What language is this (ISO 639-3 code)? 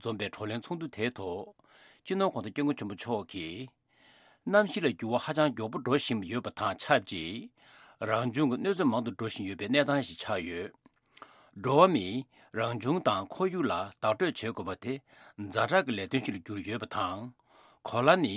bod